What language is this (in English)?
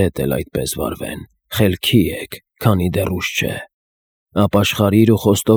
Armenian